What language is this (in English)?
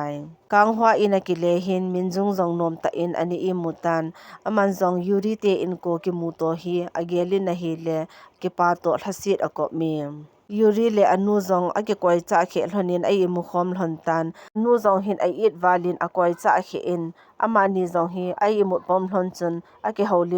Thado Chin